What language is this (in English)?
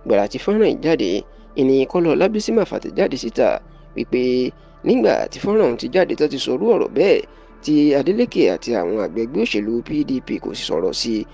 Yoruba